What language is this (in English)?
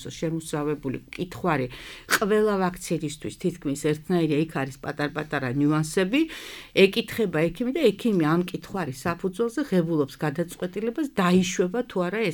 Georgian